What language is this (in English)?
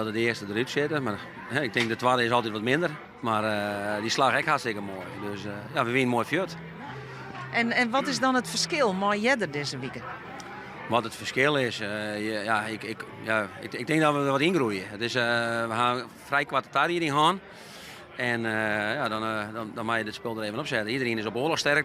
Western Frisian